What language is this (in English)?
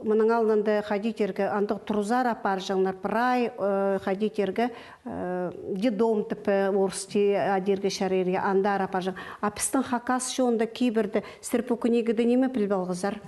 Khakas